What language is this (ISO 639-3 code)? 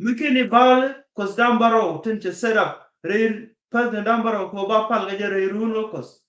nus